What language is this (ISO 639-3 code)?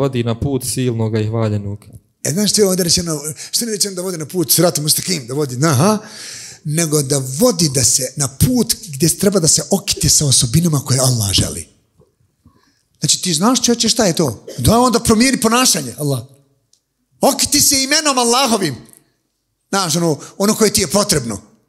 bos